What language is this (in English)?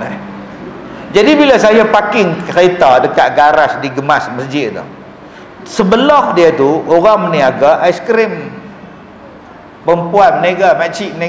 Malay